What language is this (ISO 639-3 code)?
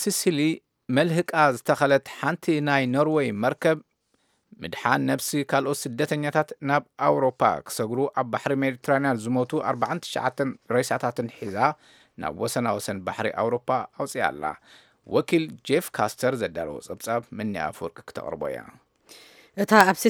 tir